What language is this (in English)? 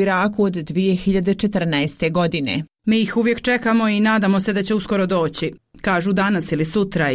Bosnian